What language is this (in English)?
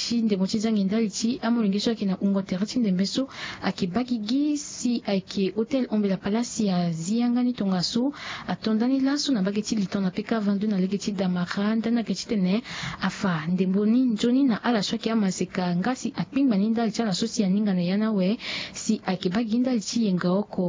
Sango